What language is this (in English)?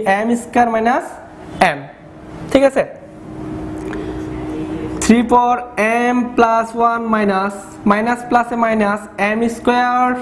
Bangla